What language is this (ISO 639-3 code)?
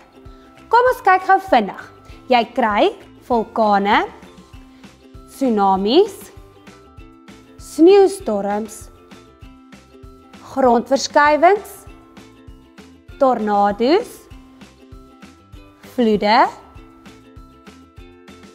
afr